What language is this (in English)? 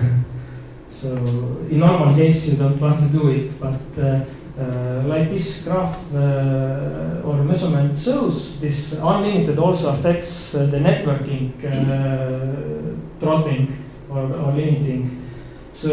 English